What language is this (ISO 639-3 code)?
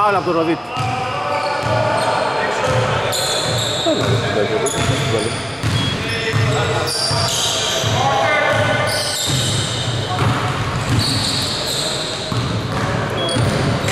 ell